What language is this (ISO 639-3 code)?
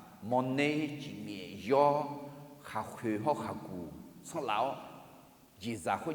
ahk